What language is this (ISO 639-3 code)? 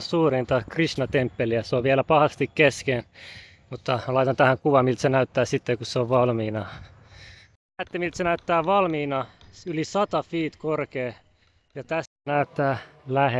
fin